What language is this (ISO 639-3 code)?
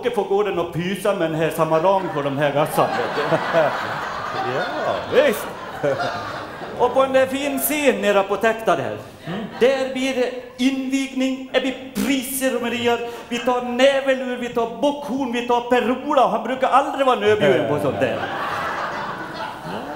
swe